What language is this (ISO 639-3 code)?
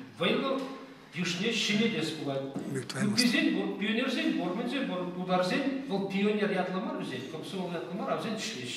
chv